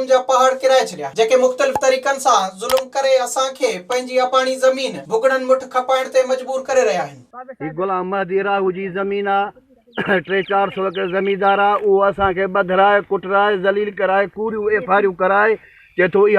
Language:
Sindhi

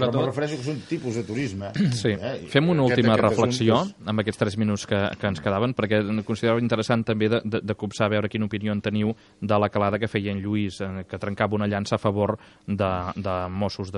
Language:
Catalan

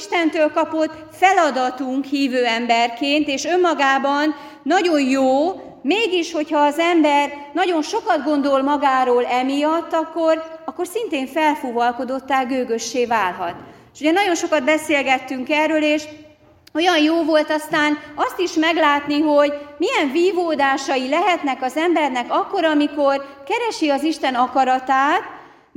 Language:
Hungarian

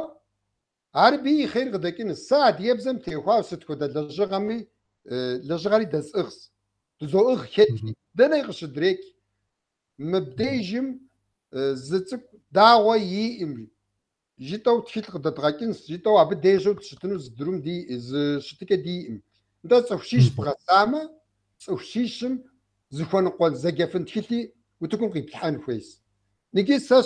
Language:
Kabardian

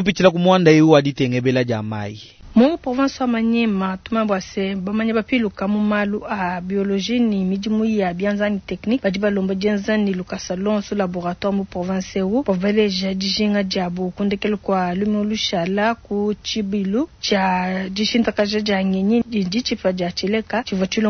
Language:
Luba-Lulua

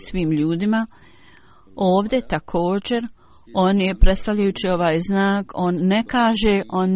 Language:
Bosnian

